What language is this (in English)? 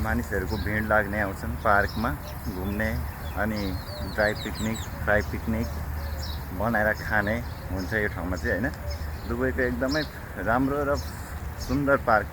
Nepali